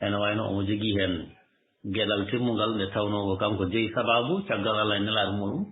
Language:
Fula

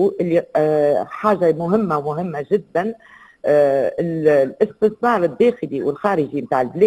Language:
Tunisian Arabic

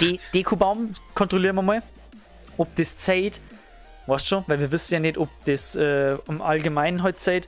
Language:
Bavarian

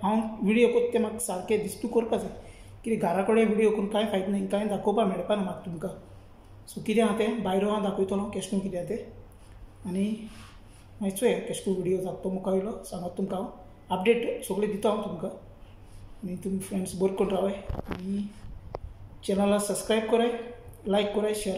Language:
Konkani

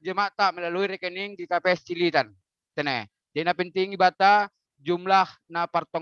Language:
Batak Simalungun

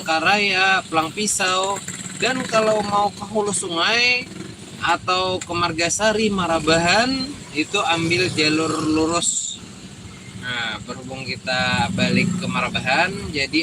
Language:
Banjar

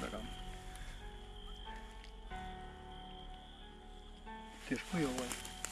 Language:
Serbian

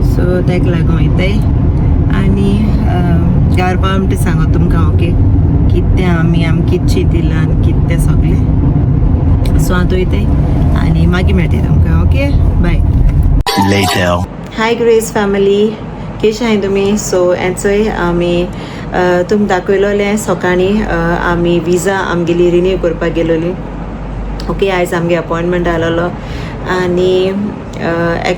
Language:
Konkani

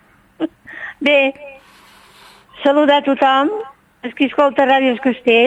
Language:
Catalan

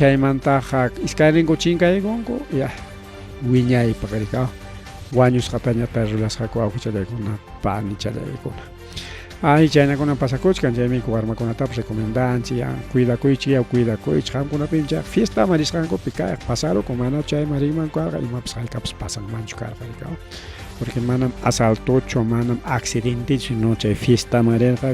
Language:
Ayacucho Quechua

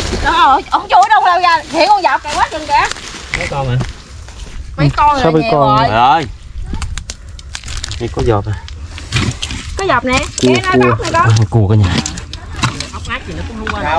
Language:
Vietnamese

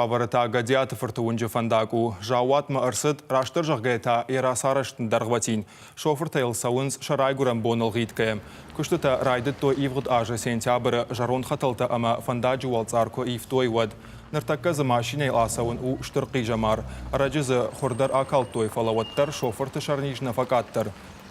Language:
Ossetic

